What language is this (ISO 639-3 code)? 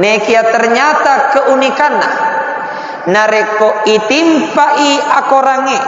bug